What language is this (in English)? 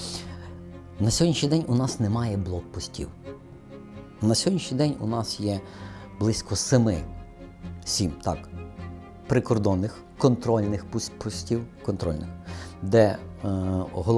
Ukrainian